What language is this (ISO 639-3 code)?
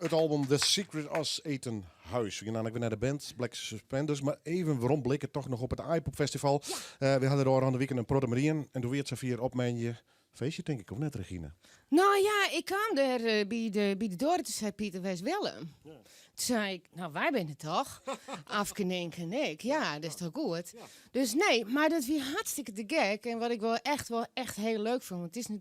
fry